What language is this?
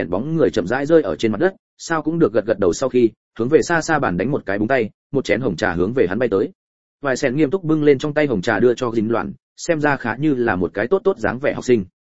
Vietnamese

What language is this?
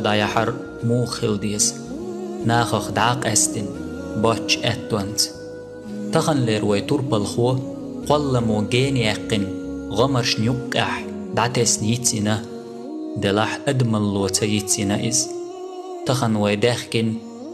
Chechen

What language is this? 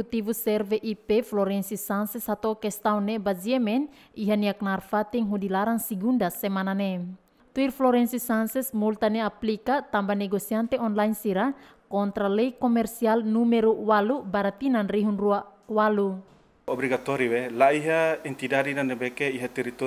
Tetum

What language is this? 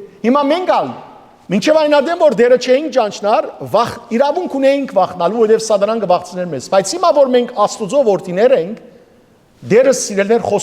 Western Armenian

